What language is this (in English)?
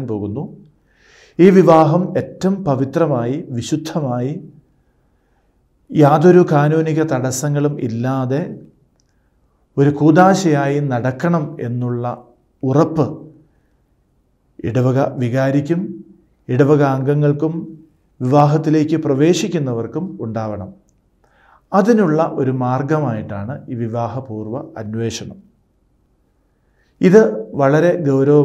Malayalam